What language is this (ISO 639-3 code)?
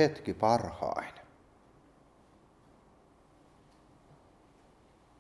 fin